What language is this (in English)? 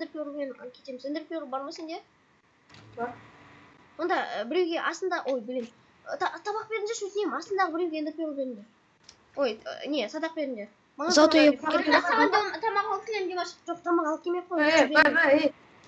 Kazakh